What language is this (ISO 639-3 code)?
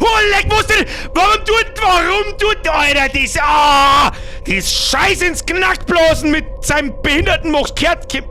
bar